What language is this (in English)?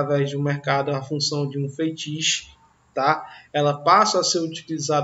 Portuguese